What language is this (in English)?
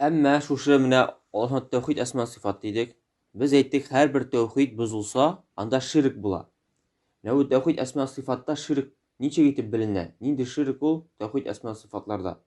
Tatar